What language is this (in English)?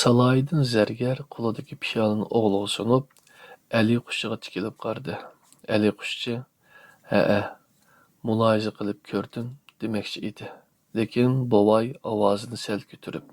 Uyghur